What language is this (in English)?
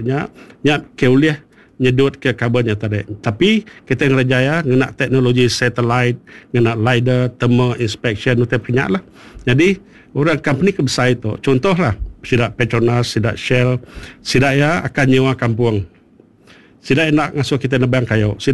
Iban